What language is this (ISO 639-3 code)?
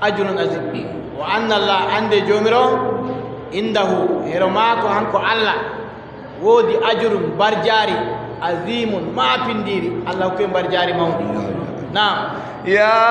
fub